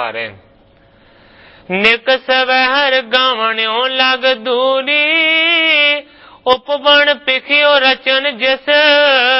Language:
Punjabi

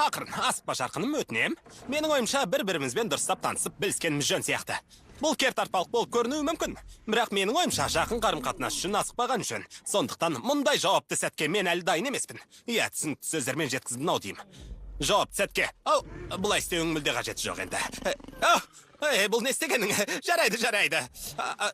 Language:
Kazakh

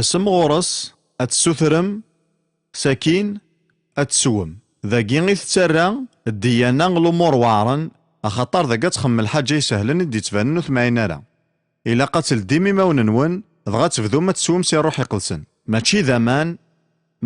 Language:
Kabyle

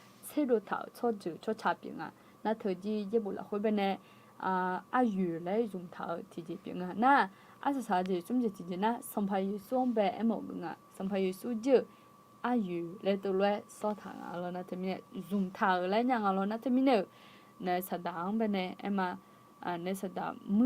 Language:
Akha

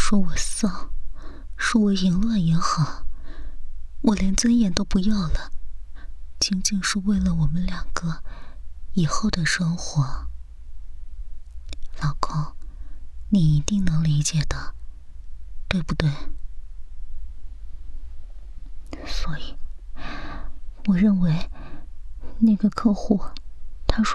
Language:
Chinese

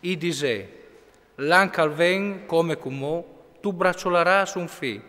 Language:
Friulian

